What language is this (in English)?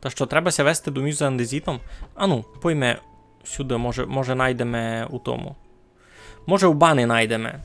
Rusyn